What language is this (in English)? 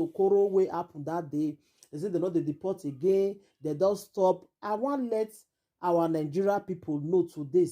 Nigerian Pidgin